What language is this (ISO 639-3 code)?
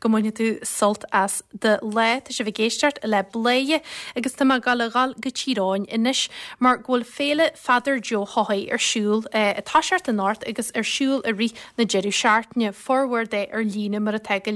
gle